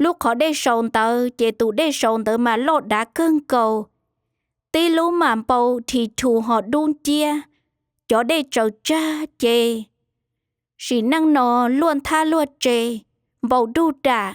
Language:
Hmong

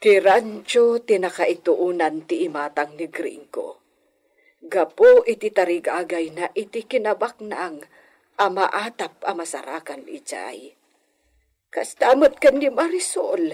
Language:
Iloko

